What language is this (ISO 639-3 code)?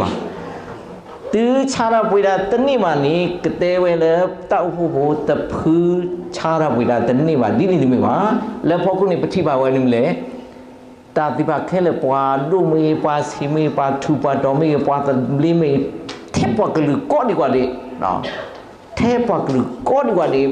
ksw